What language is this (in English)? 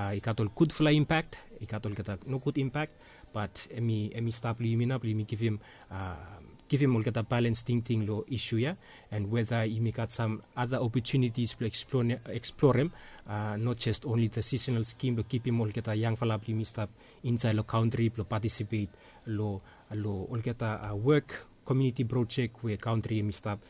Bislama